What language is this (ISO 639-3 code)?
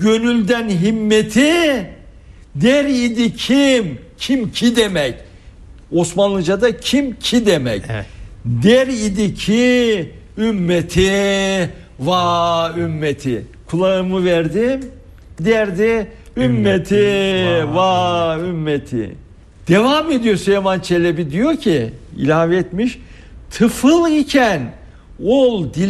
tur